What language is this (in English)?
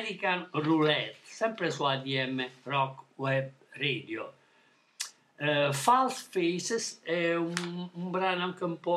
Italian